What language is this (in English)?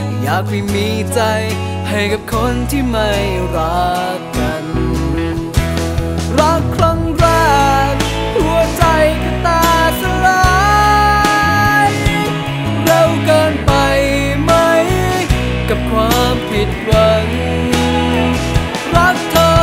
Thai